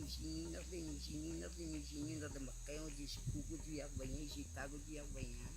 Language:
Cogui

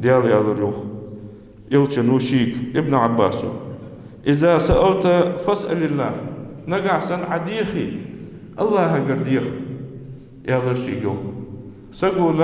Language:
Ingush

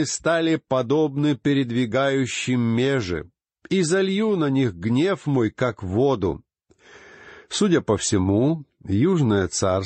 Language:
Russian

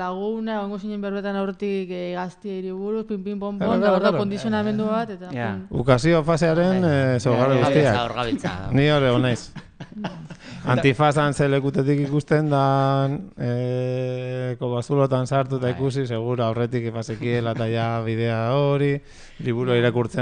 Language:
Basque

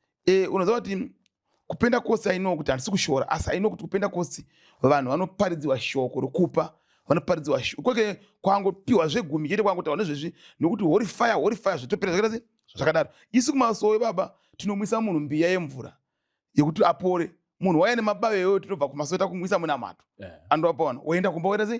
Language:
Shona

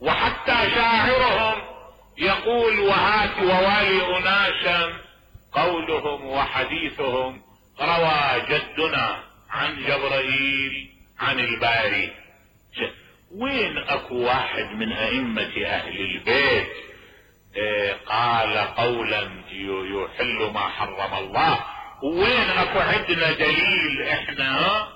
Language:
Mesopotamian Arabic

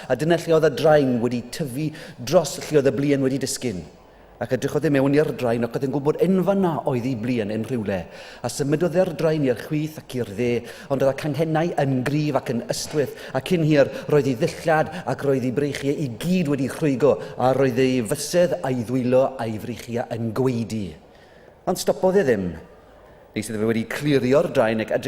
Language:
Welsh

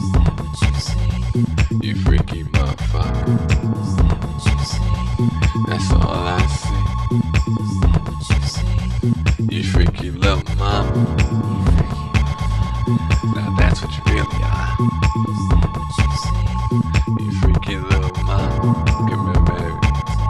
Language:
English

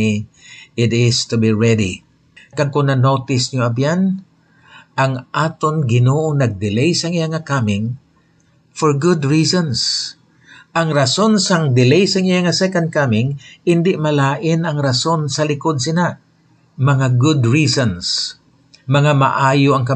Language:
Hiligaynon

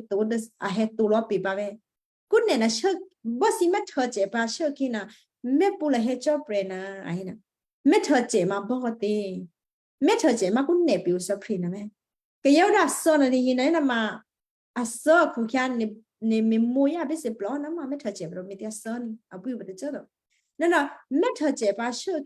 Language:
Western Kayah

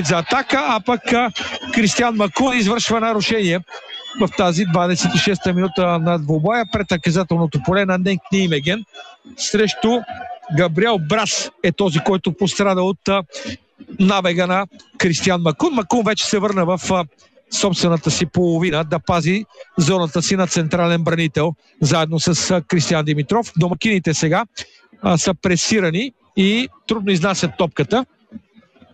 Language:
Bulgarian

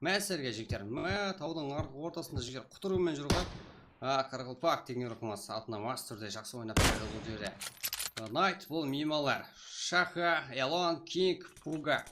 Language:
Kara-Kalpak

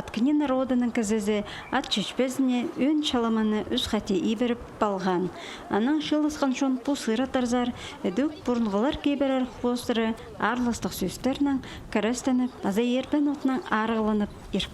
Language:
Khakas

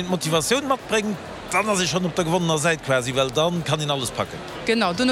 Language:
Luxembourgish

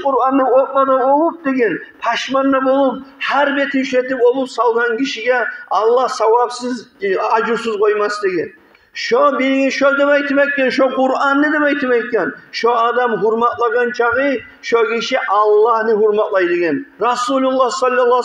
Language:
Kumyk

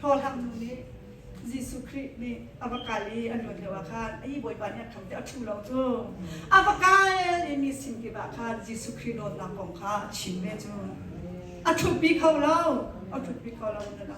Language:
Hakha Chin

